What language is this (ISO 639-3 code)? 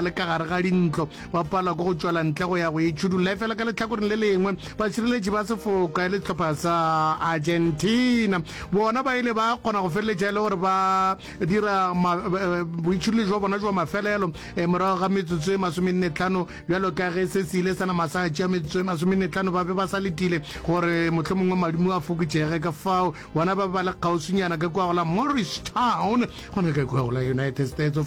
nso